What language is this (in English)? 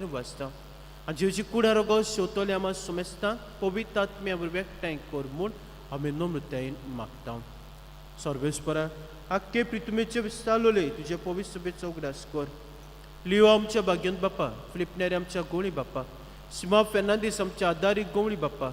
Konkani